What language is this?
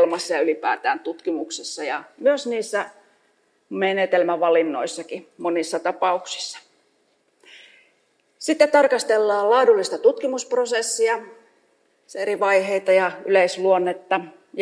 Finnish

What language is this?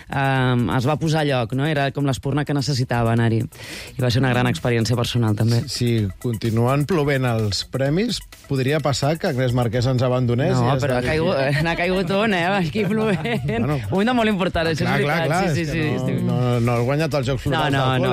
Catalan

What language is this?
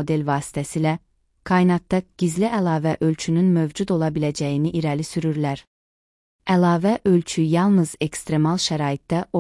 Azerbaijani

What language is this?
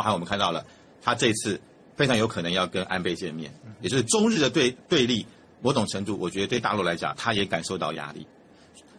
Chinese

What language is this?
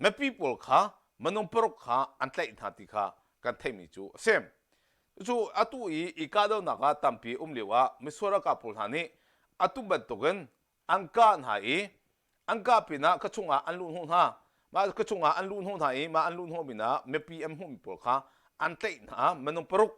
Hakha Chin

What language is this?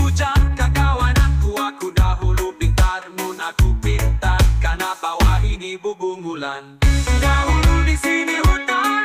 Banjar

